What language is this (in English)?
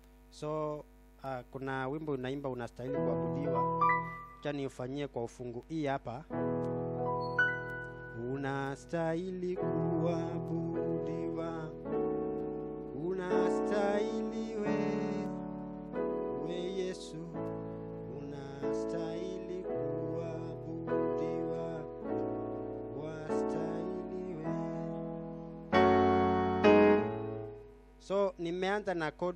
Swahili